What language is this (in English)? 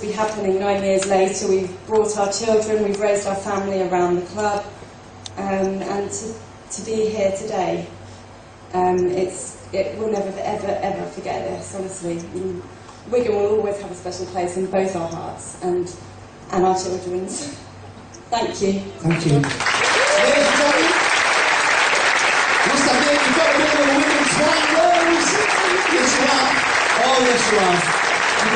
English